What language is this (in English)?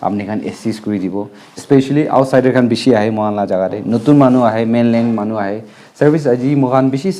Naga Pidgin